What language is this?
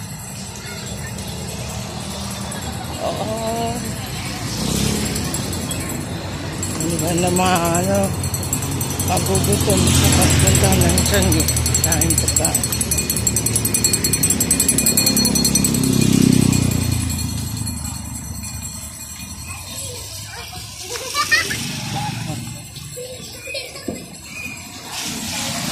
Filipino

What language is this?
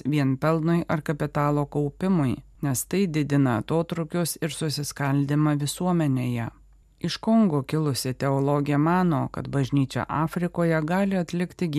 Lithuanian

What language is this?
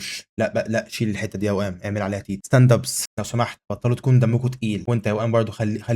Egyptian Arabic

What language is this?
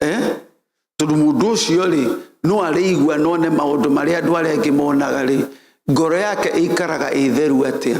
Kikuyu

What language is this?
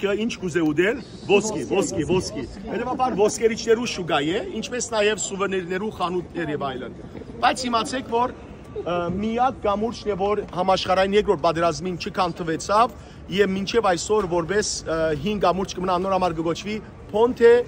Western Armenian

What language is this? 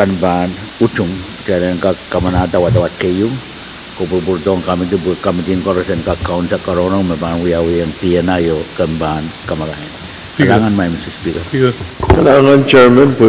Pohnpeian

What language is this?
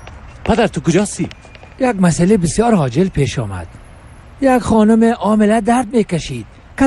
Persian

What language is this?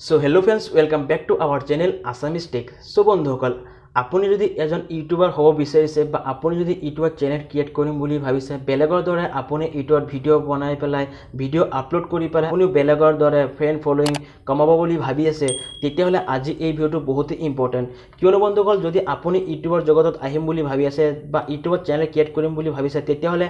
Assamese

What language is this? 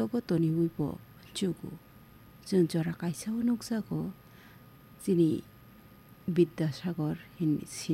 Kok Borok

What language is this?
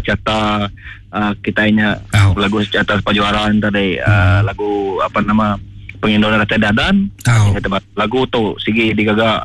Iban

